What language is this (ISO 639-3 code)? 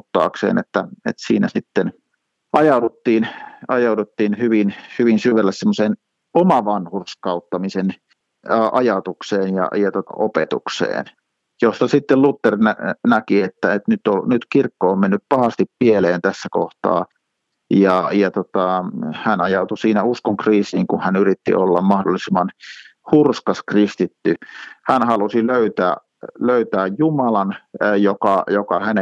fin